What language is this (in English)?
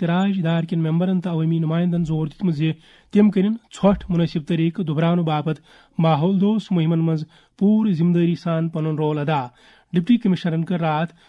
Kashmiri